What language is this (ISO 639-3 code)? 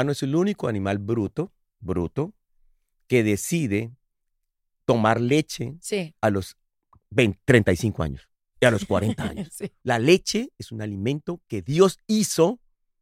spa